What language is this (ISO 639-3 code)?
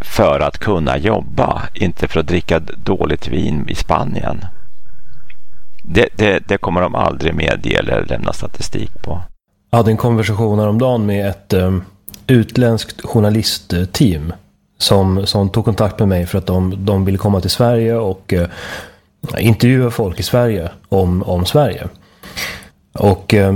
swe